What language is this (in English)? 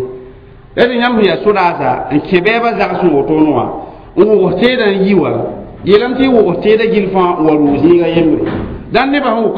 Mossi